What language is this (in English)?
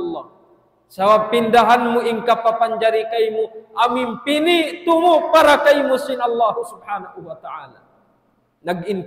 Tausug